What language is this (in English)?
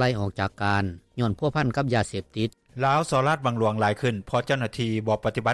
Lao